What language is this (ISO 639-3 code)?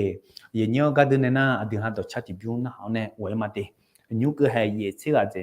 ahk